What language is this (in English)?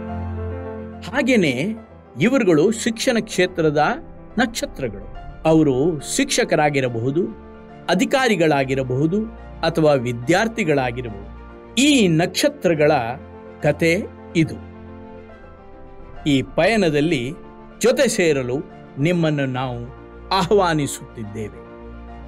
Kannada